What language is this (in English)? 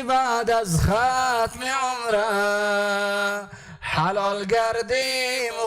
Persian